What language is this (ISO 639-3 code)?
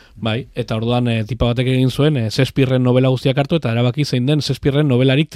eus